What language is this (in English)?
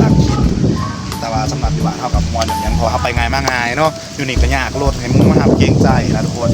Northeastern Thai